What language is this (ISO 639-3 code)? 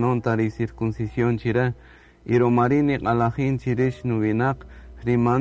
cak